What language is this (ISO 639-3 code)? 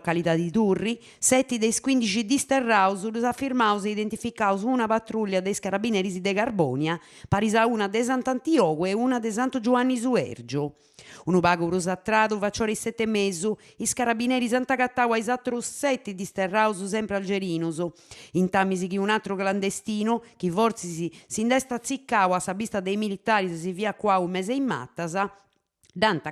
srd